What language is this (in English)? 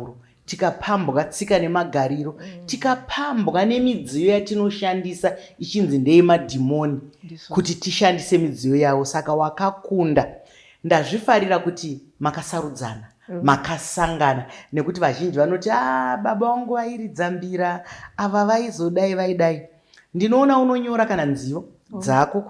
Shona